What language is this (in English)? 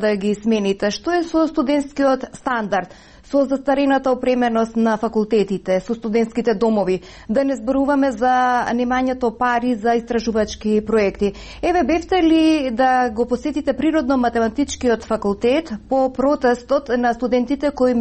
Macedonian